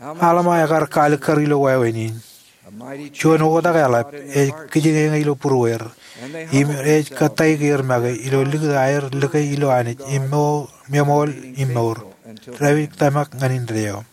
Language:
Marshallese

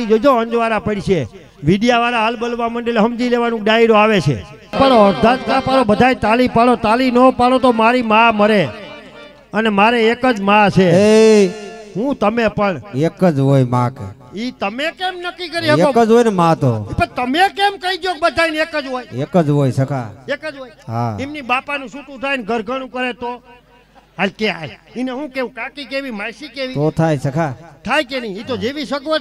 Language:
Gujarati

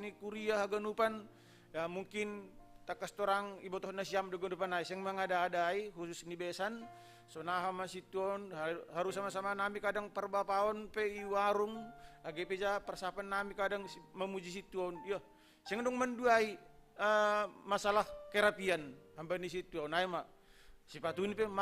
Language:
Batak Simalungun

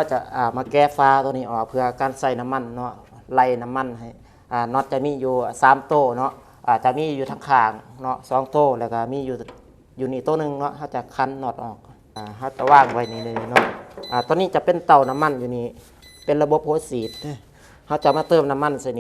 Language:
Lao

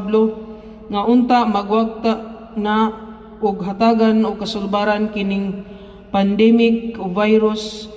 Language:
Cebuano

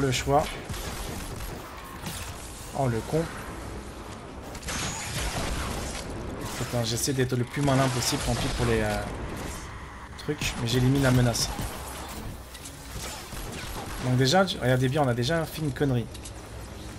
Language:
French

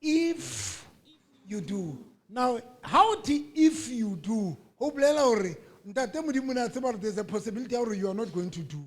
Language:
Southern Sotho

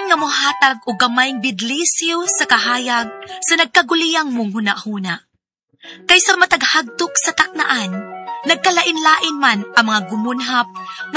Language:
Cebuano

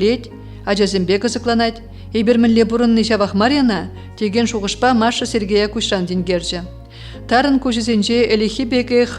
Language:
Chuvash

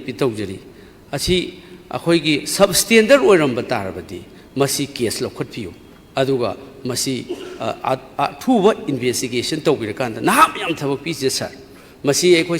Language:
Manipuri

